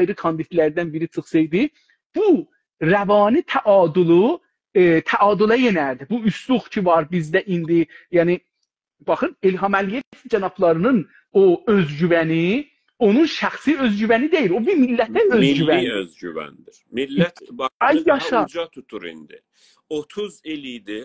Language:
South Azerbaijani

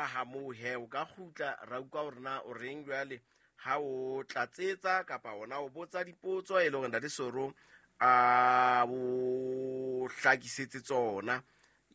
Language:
Southern Sotho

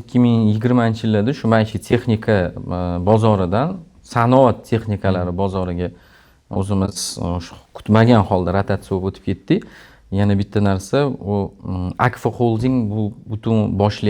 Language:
Uzbek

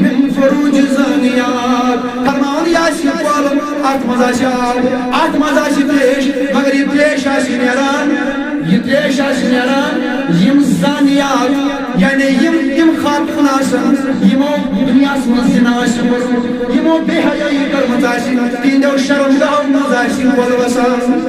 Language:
Kashmiri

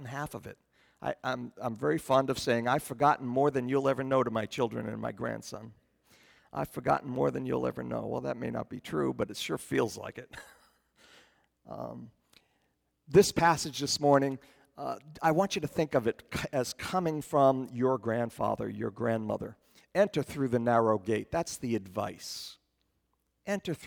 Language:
English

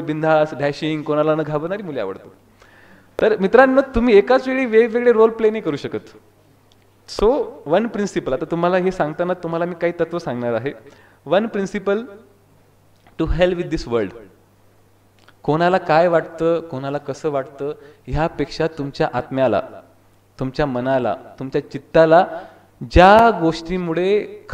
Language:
Marathi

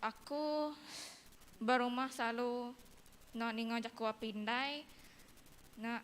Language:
Iban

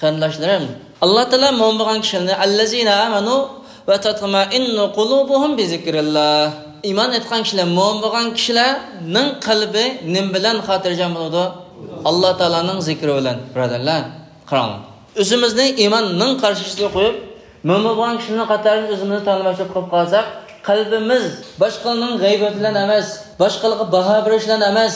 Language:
Uyghur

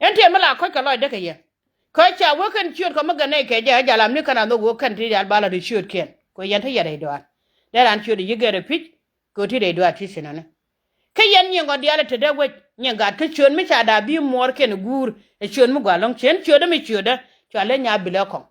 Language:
Nuer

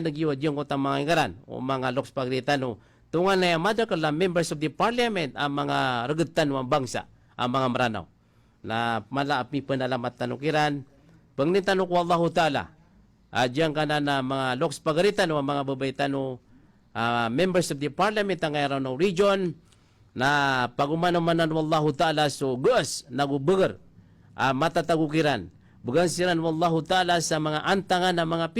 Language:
Maranao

